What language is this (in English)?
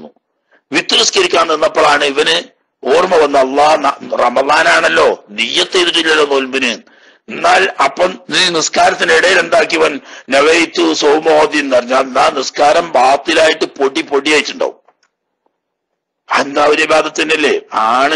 Malayalam